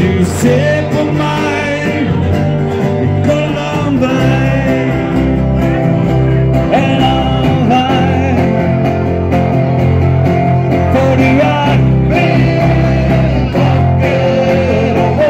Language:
Norwegian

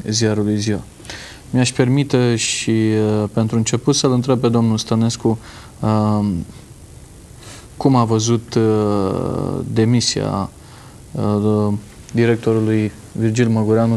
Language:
Romanian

